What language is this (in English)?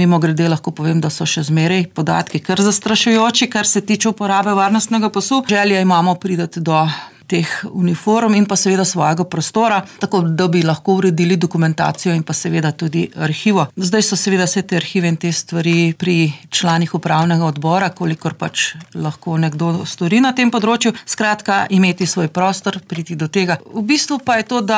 Slovenian